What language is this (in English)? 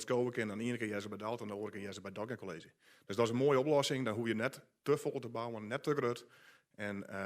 Western Frisian